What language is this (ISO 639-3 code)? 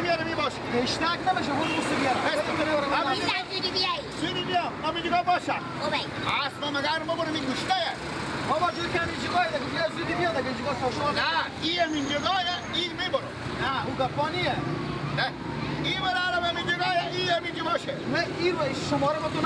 fas